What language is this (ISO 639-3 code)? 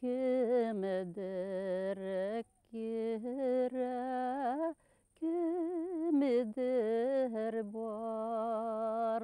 bak